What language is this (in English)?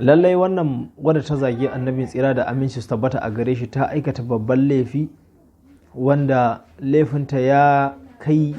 Hausa